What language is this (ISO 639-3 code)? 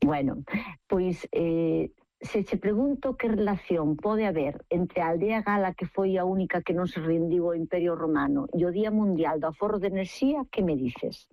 glg